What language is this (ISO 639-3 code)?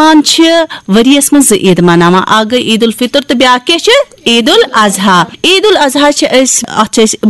kas